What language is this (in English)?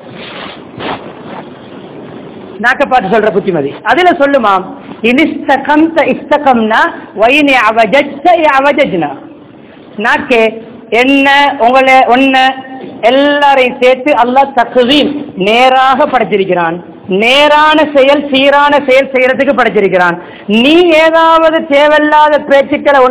Tamil